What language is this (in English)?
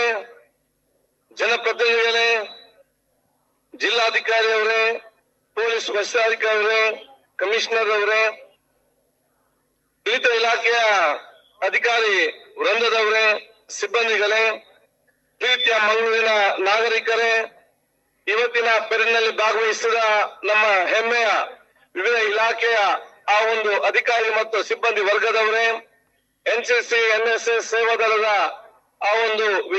Kannada